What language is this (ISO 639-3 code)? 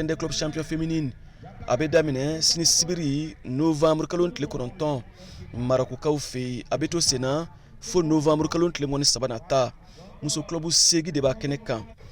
bam